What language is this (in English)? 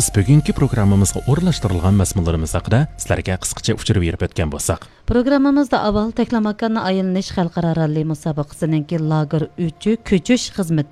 Uyghur